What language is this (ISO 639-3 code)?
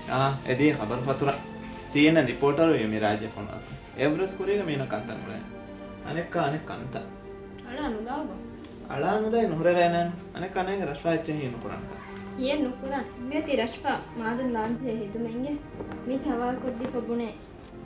div